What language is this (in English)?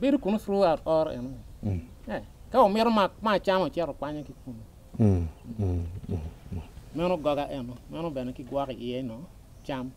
Acoli